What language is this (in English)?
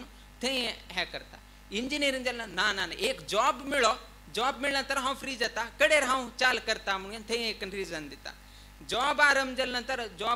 Konkani